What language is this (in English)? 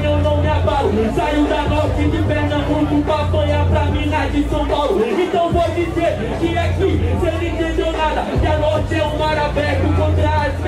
Portuguese